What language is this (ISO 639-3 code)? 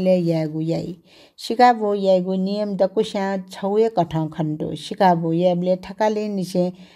new